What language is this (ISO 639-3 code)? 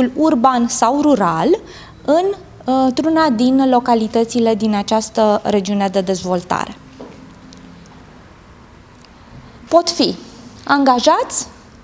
ron